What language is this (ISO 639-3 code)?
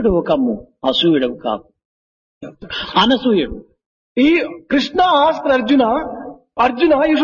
tel